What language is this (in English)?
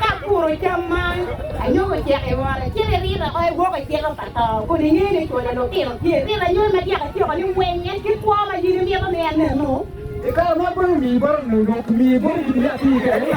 Acoli